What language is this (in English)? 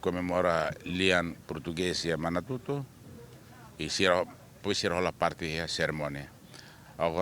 Tetum